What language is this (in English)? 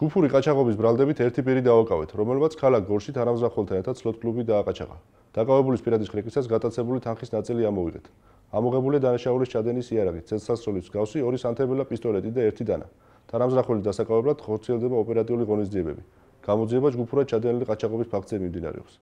Georgian